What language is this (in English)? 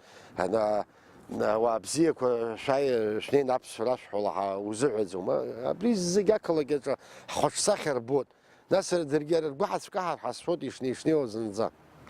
Abkhazian